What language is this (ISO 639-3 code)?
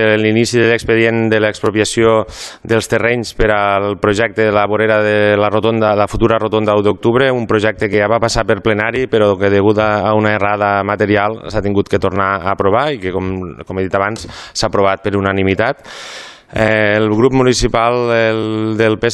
cat